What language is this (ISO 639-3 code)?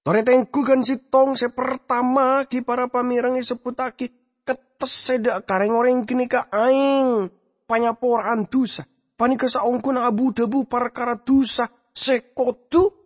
mad